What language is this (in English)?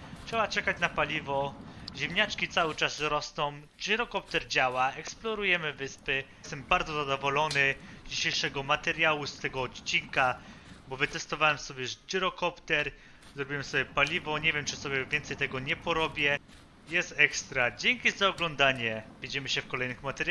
Polish